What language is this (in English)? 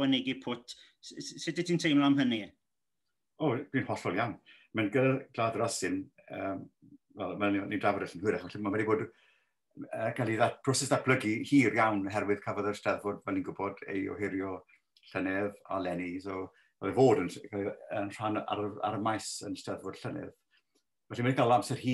Welsh